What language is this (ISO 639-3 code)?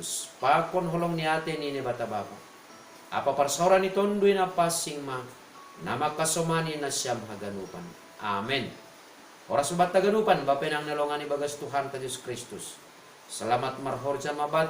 bts